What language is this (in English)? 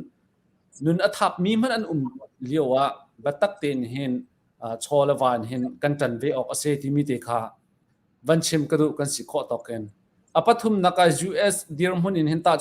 Hakha Chin